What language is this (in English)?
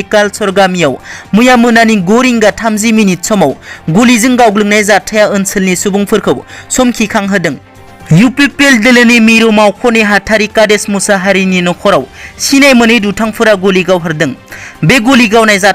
Bodo